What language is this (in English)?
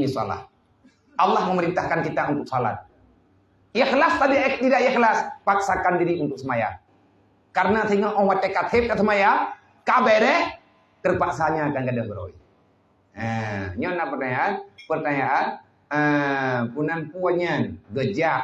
Achinese